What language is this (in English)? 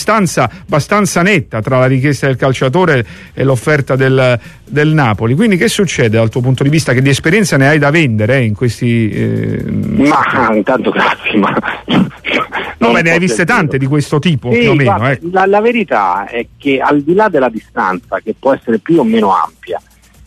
Italian